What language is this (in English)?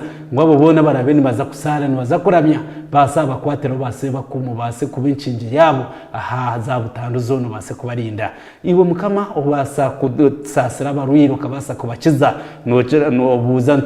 Nyankole